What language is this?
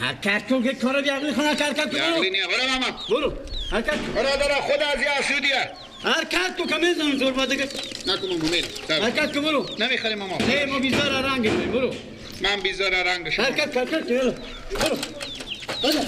Persian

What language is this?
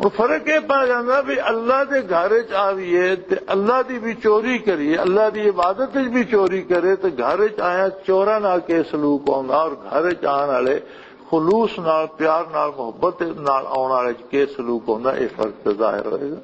Western Panjabi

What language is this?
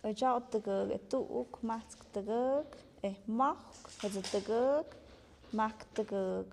Tlahuitoltepec Mixe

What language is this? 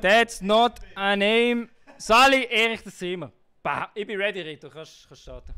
Swiss German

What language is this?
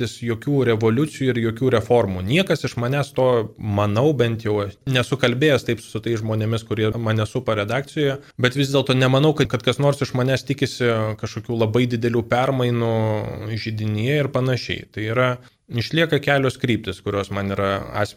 Lithuanian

